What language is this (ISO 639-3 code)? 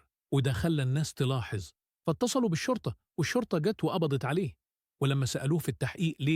arz